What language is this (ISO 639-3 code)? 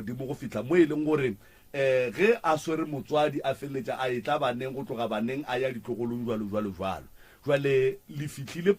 nso